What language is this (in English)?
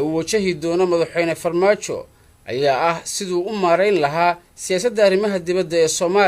Somali